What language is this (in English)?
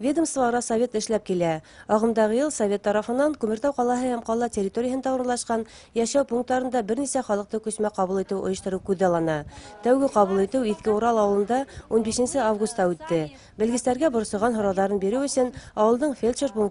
Bashkir